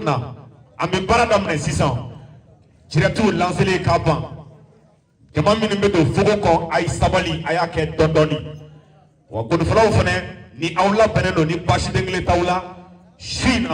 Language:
Bambara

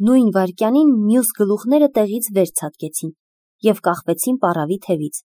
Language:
Armenian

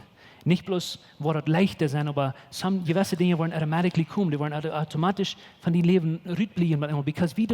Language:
Plautdietsch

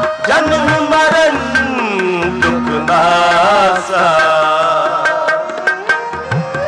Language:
Punjabi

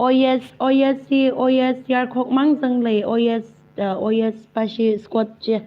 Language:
Tangkhul Naga (India)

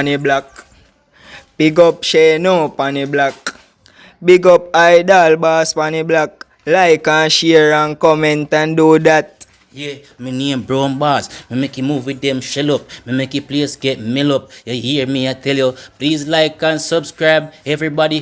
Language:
Jamaican Creole English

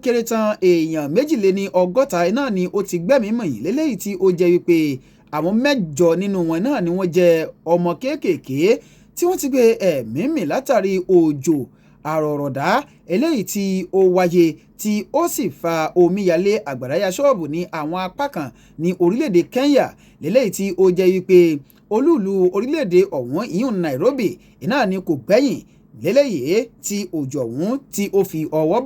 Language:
Yoruba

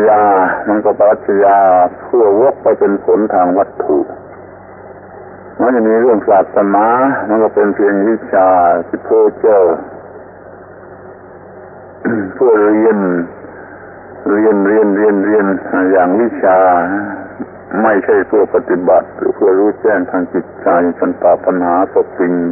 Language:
Thai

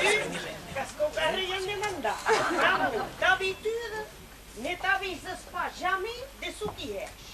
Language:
Occitan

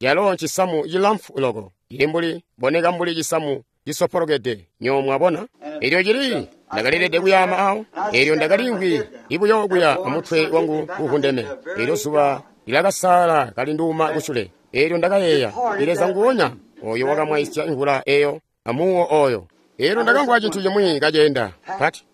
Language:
Tonga (Zambia)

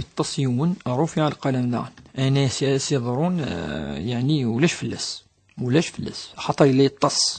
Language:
Kabyle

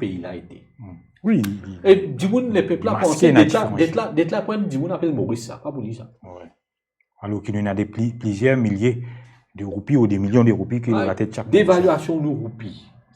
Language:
Morisyen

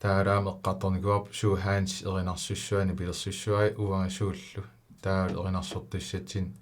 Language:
Kalaallisut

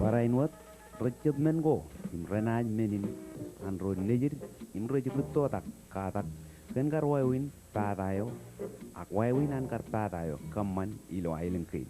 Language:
Marshallese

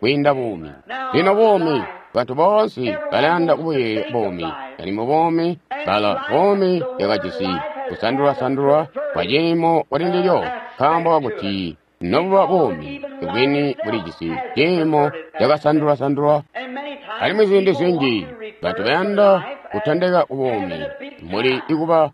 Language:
Tonga (Zambia)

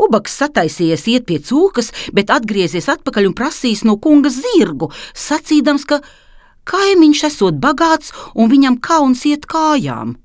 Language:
Latvian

